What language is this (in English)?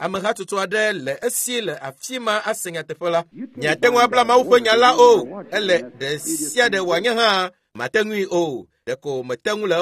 Ewe